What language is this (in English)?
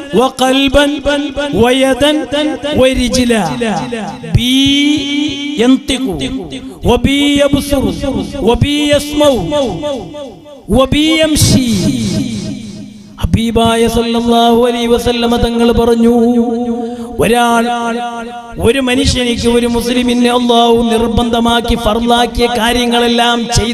Malayalam